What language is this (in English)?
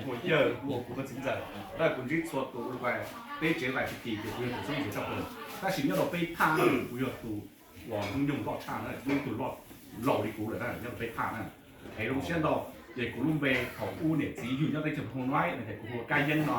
Hmong